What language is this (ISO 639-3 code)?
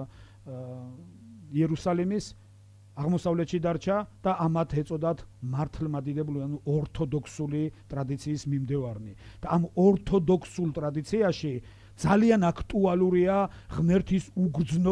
kat